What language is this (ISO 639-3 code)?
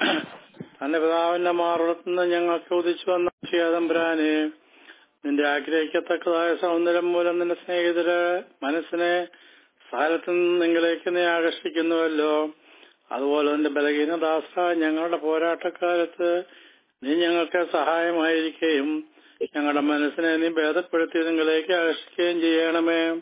mal